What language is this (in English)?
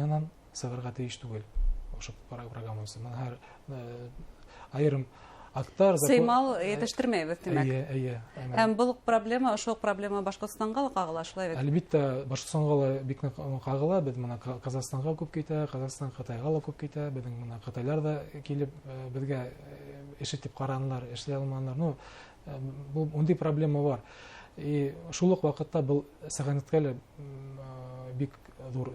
Bashkir